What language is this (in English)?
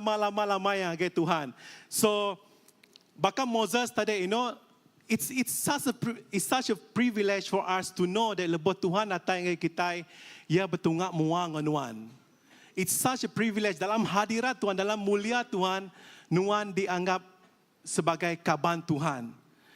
Iban